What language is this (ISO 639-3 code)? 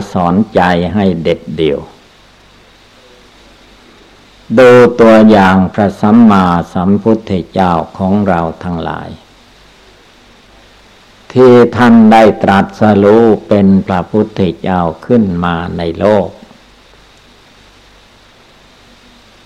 tha